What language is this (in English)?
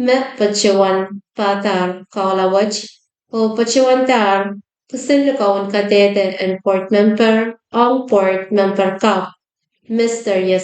Pohnpeian